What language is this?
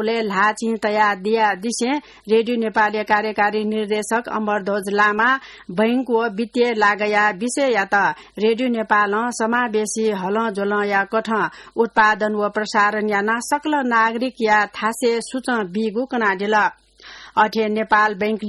Newari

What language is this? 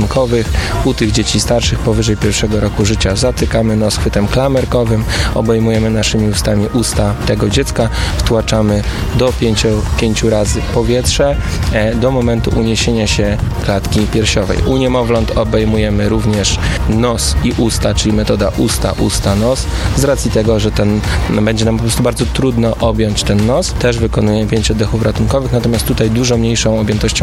Polish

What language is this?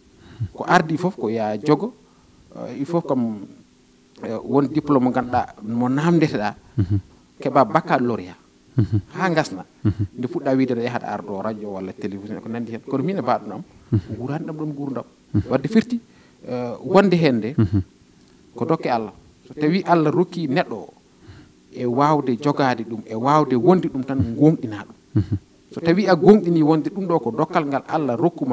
Fula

